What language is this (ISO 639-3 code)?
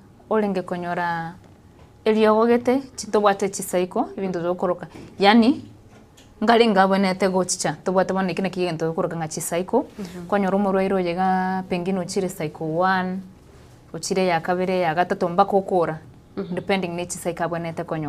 guz